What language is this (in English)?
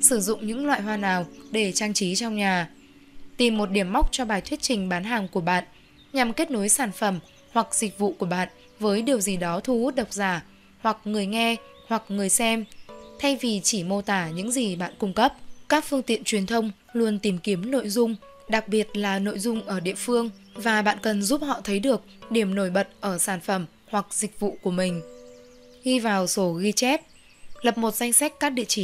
Vietnamese